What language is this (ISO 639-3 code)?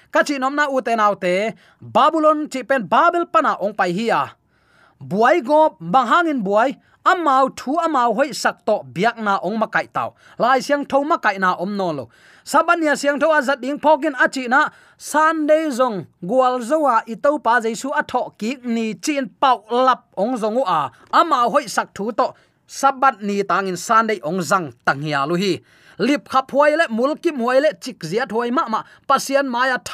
ctd